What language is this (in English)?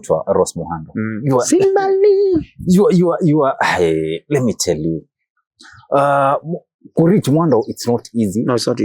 Kamba